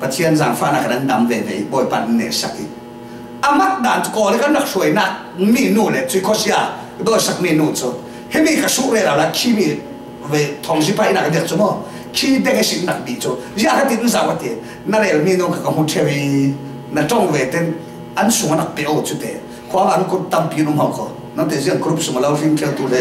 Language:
Falam Chin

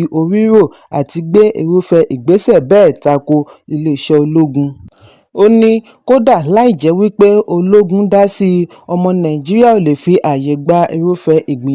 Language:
Yoruba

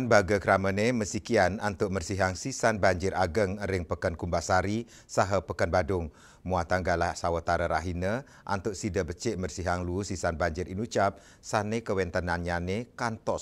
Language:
Balinese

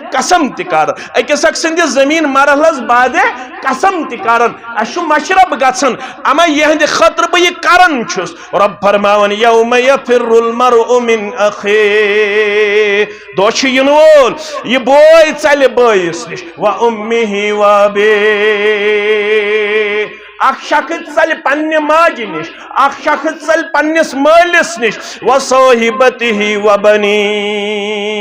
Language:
Kashmiri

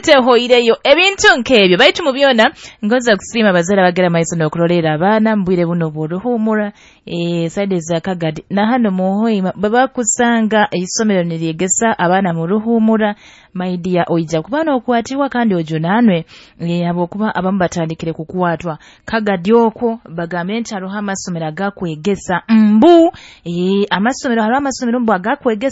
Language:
Nyoro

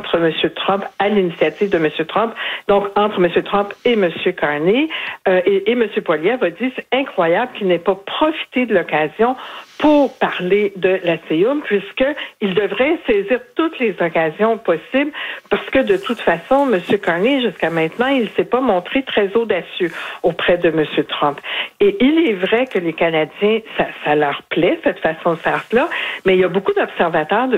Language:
French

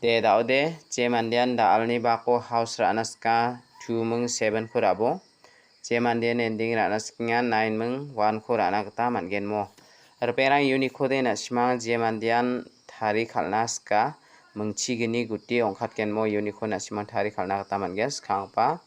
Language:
Garo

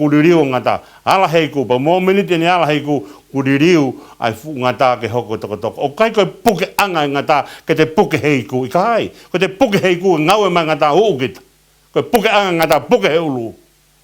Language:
Tongan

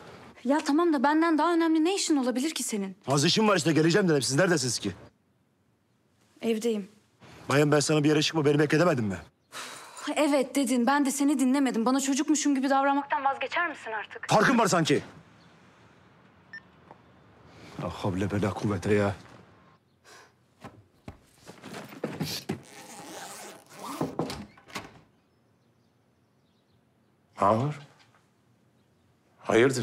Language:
Turkish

